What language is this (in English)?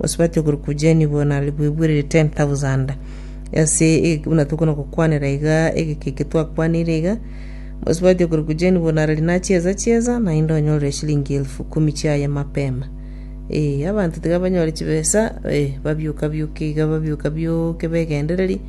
Gusii